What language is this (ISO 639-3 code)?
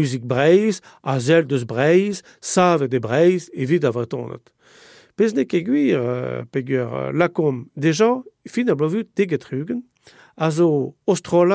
bre